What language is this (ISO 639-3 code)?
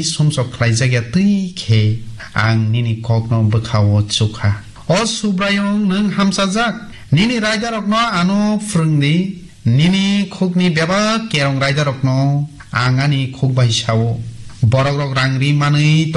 trp